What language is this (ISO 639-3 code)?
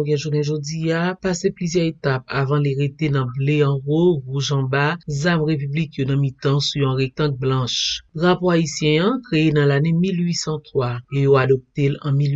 hat